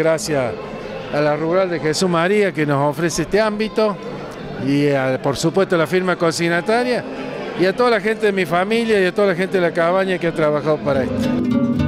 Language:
Spanish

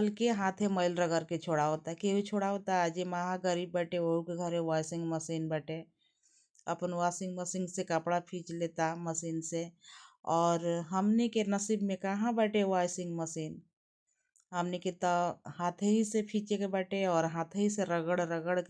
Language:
Bhojpuri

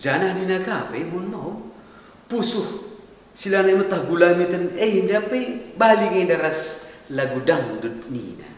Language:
Batak Karo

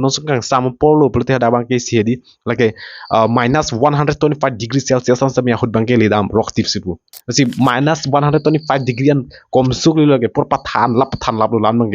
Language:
Karbi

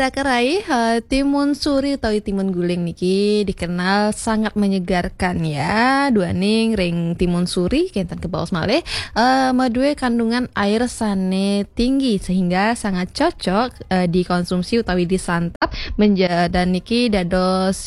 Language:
Balinese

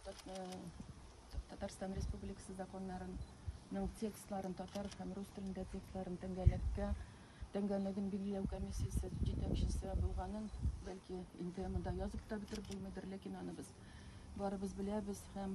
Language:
Tatar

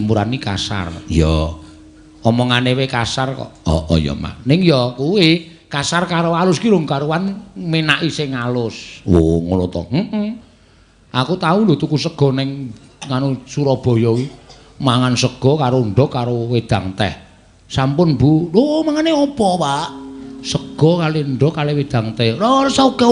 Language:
Javanese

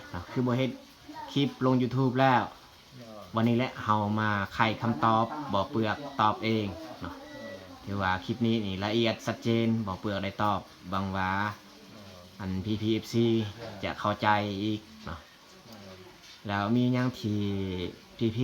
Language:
Lao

